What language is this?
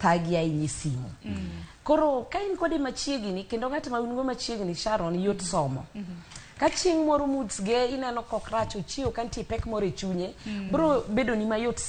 Luo (Kenya and Tanzania)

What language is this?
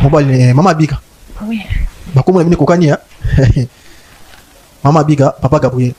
Lingala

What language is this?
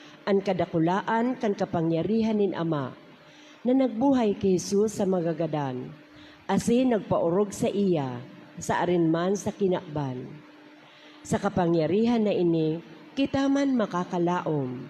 Bikol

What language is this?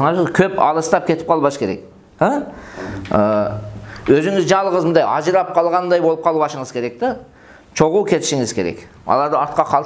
Kyrgyz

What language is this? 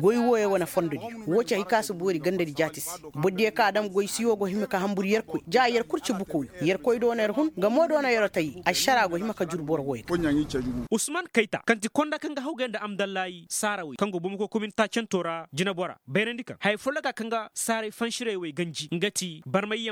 Koyraboro Senni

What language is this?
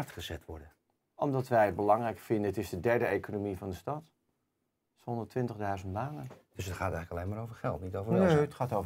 Dutch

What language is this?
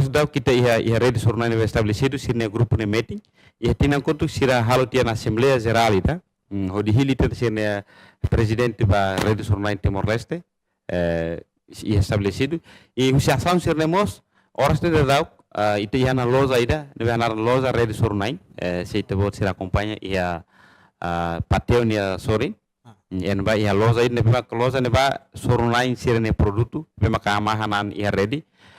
Tetum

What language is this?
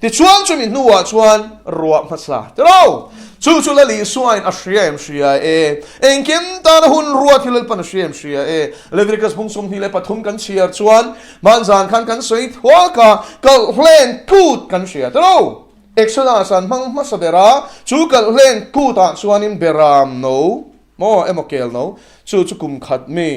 Mizo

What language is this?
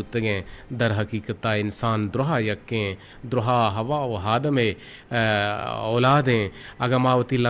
Eastern Balochi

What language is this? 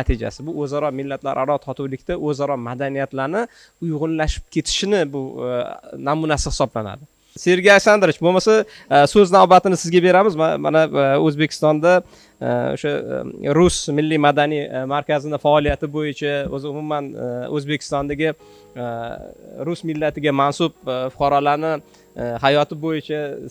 Uzbek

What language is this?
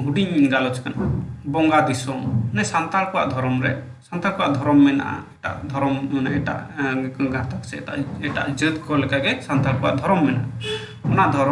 Santali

